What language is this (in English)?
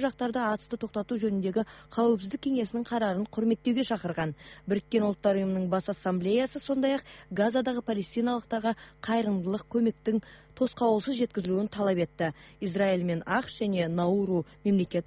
Kazakh